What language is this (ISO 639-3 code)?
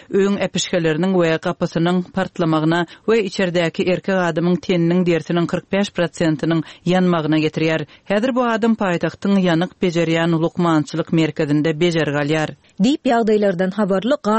tuk